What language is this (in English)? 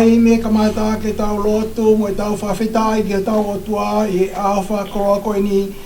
Tongan